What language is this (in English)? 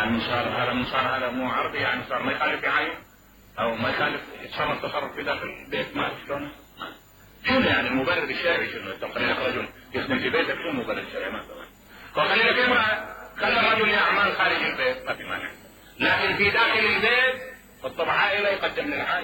Mesopotamian Arabic